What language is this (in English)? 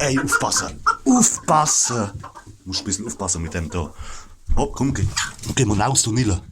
Palatine German